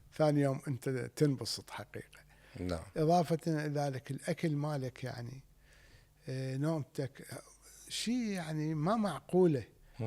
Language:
Mesopotamian Arabic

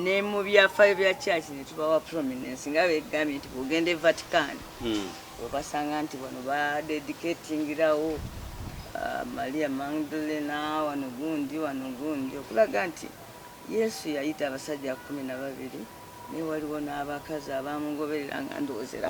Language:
Ganda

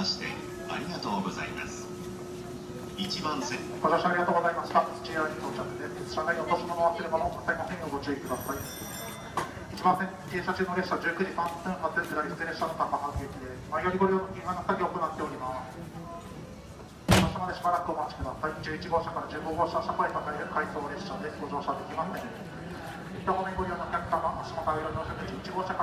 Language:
Japanese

